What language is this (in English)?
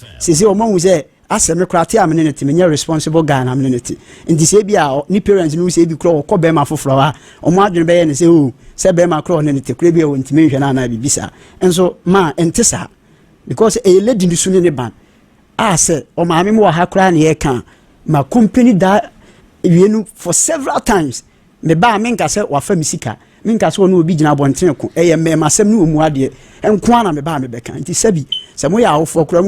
Akan